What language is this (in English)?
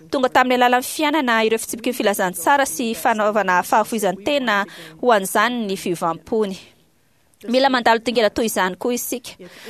Malagasy